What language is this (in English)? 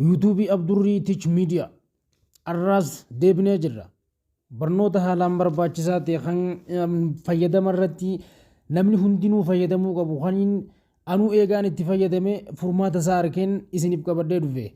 Oromo